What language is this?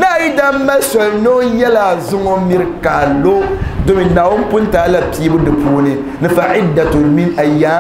Dagbani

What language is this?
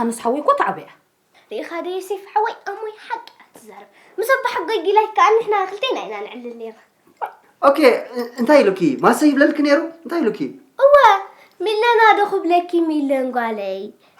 Tigrinya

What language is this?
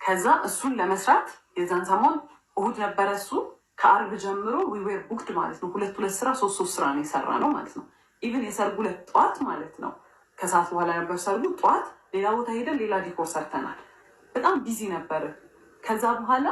Amharic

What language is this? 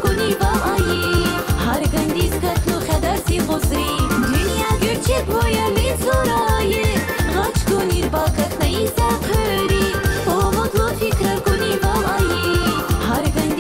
Tabassaran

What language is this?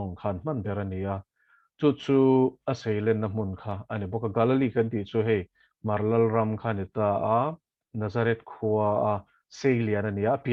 Mizo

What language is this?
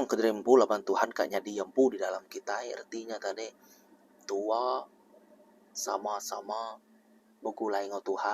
Iban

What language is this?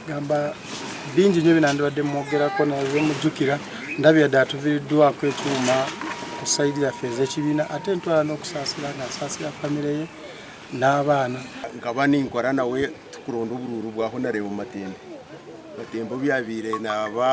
Nyankole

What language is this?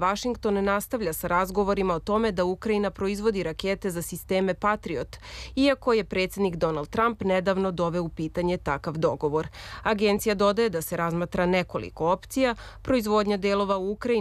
Serbian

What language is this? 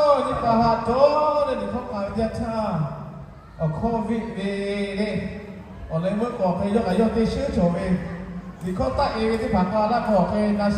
Lahu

